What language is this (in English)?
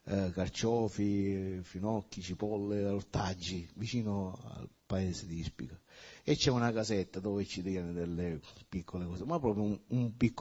Italian